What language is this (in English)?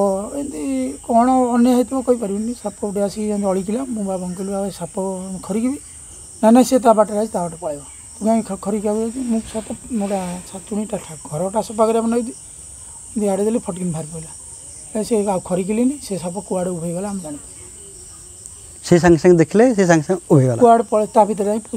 Odia